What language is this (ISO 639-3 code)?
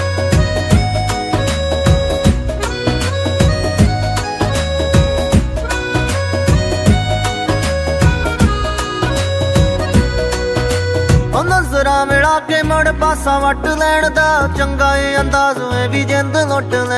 pan